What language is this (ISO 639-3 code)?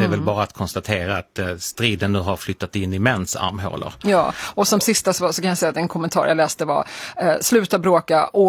swe